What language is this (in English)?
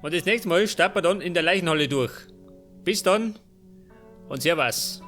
Bavarian